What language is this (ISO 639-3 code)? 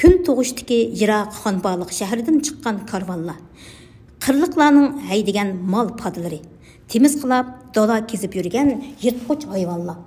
uig